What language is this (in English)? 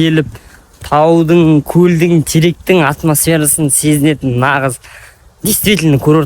Kazakh